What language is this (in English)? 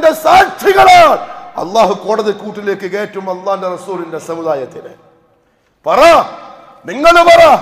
Malayalam